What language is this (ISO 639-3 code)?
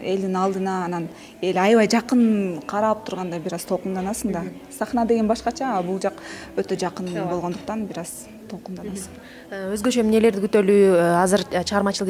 kir